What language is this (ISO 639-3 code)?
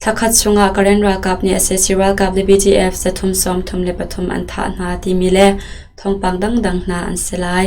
cnh